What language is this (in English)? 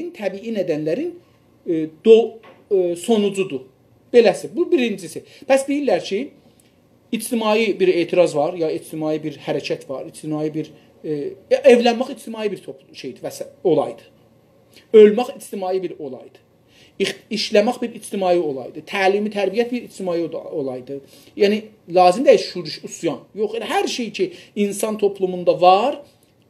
South Azerbaijani